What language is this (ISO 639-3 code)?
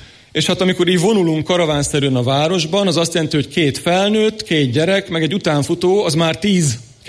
hun